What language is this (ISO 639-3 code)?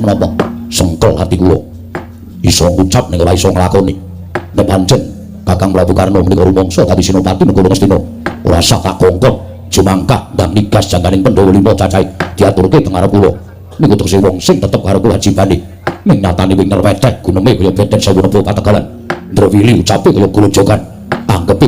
jav